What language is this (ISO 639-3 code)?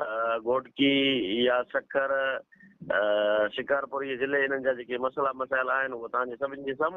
snd